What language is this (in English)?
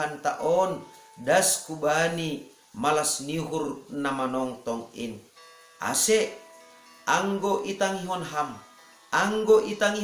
Batak Simalungun